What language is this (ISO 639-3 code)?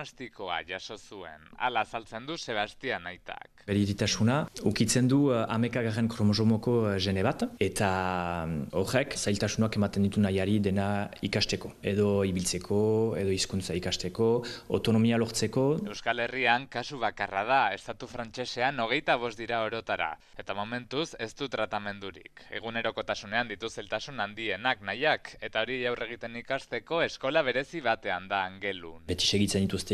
eus